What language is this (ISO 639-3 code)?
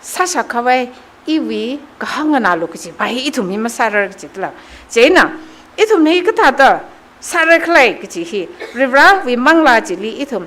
nmf